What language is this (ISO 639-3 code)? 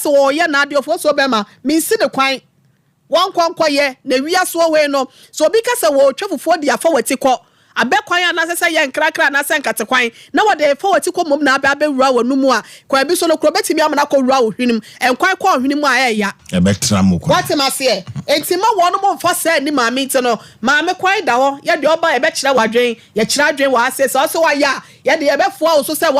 aka